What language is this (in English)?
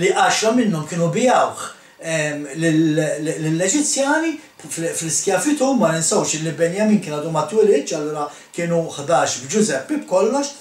Maltese